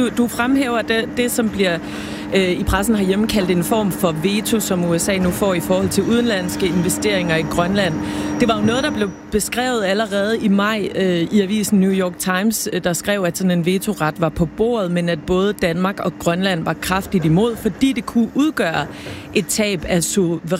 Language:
Danish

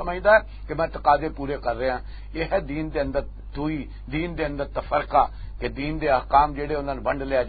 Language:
Western Panjabi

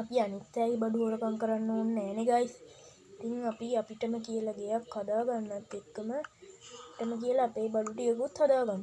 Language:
Sinhala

